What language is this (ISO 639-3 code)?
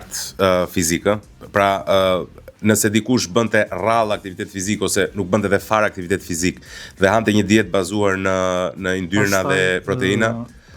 sqi